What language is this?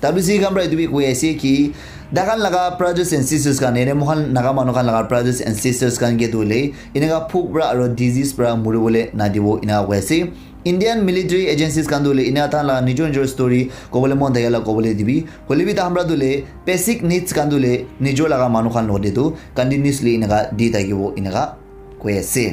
Naga Pidgin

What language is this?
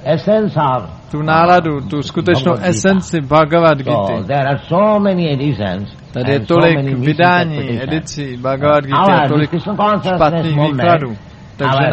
Czech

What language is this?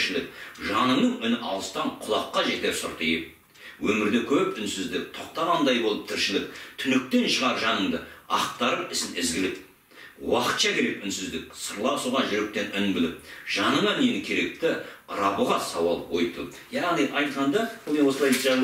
Kazakh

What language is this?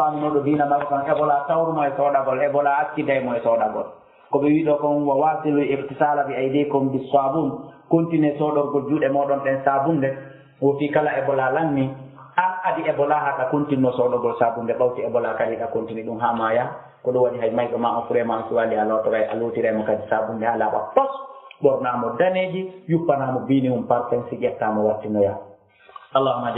Fula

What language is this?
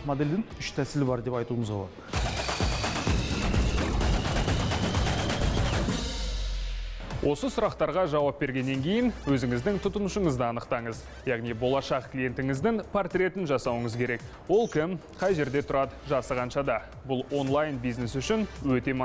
Kazakh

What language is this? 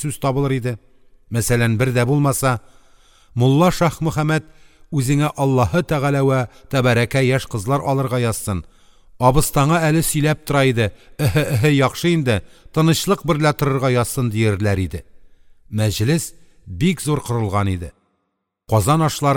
Tatar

